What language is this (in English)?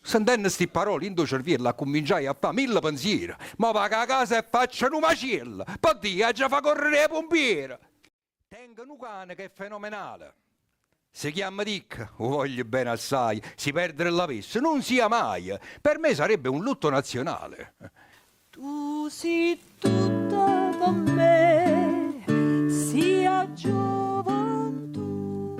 Neapolitan